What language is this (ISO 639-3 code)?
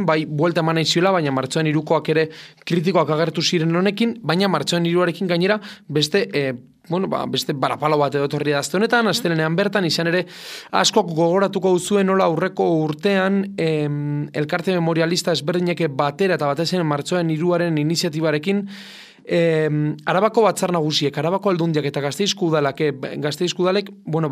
eus